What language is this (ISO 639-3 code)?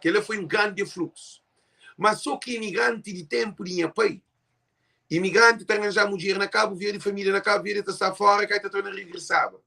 kea